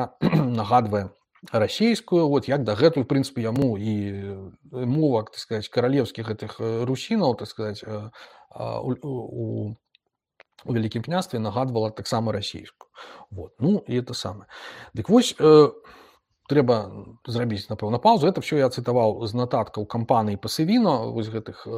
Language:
Belarusian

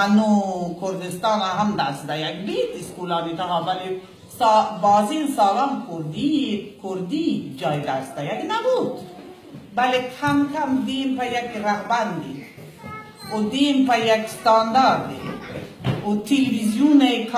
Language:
Baluchi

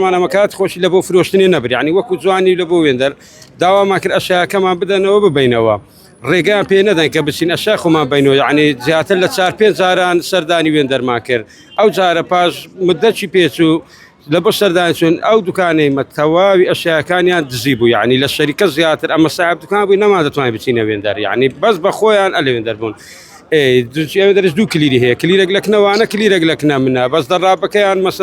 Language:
Central Kurdish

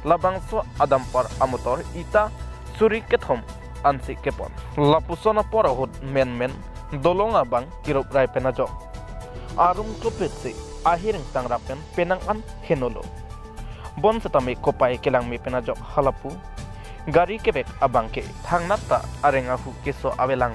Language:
Karbi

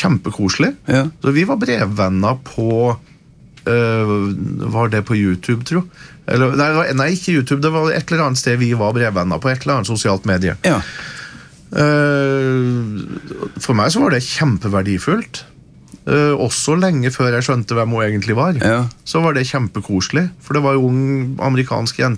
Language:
Norwegian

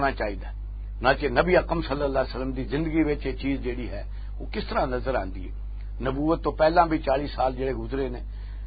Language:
Western Panjabi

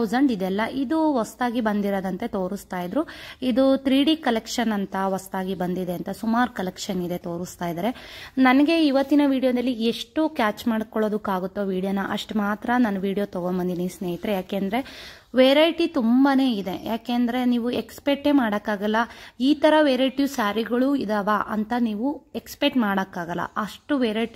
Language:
Kannada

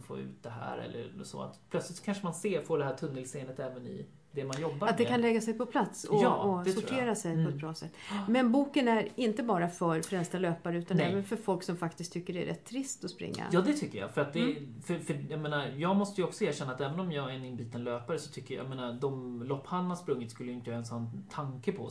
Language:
Swedish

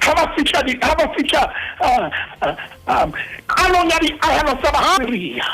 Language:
Southern Sotho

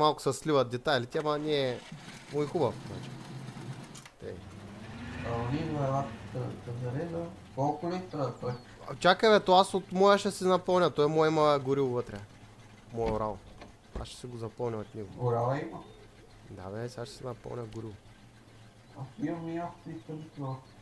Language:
Bulgarian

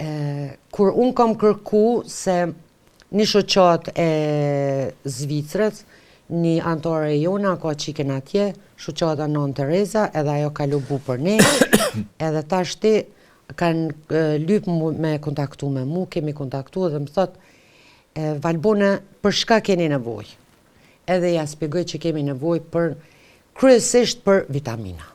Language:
Albanian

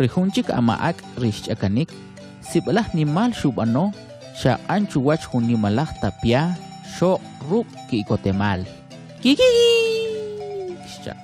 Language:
Kʼicheʼ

